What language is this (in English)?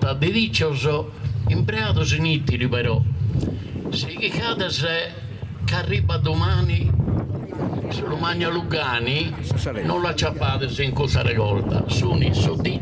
Sardinian